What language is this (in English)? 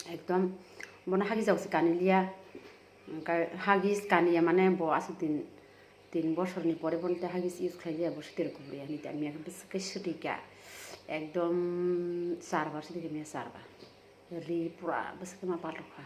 Kok Borok